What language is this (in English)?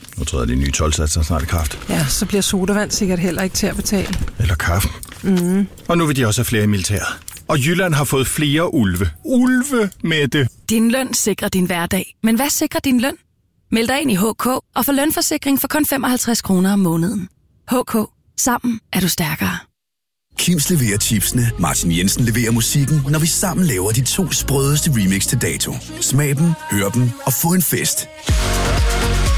Danish